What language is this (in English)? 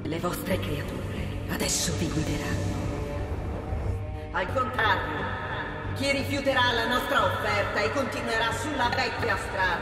Italian